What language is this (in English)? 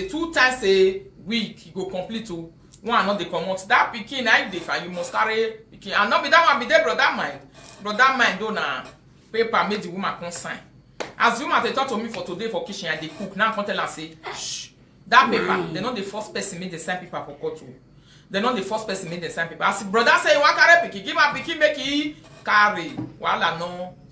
Nigerian Pidgin